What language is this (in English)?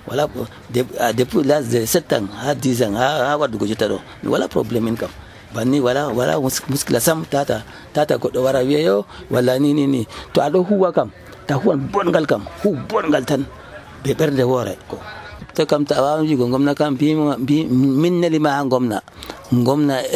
Nigerian Fulfulde